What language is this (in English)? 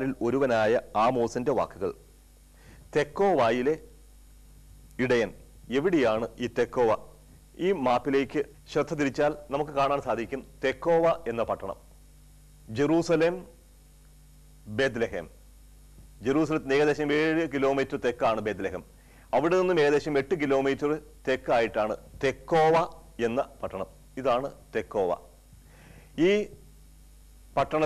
Malayalam